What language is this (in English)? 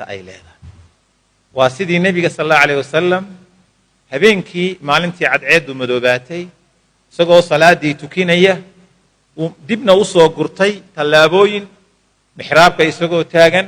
Somali